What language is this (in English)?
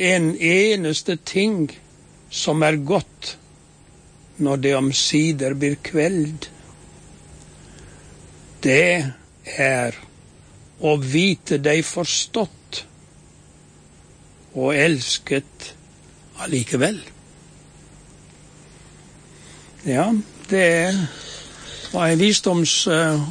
Norwegian